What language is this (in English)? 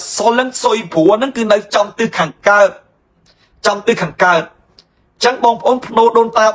Khmer